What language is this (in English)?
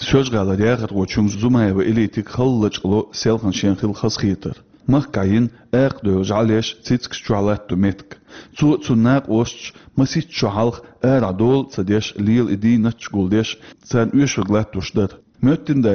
Chechen